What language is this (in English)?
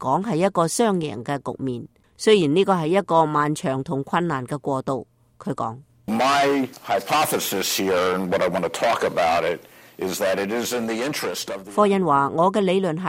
Cantonese